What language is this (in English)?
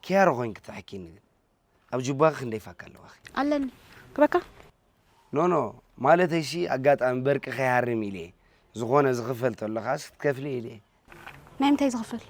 Tigrinya